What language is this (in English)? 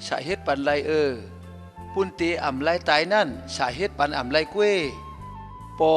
Shan